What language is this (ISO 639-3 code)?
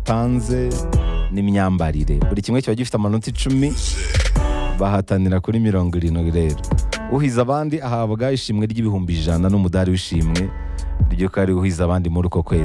kin